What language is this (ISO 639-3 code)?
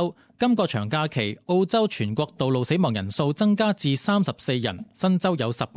yue